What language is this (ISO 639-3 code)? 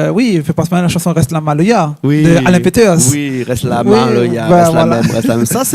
rcf